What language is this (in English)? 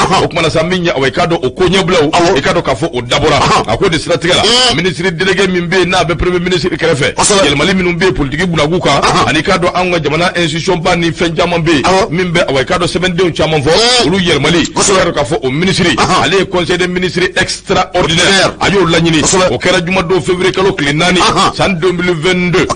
Bambara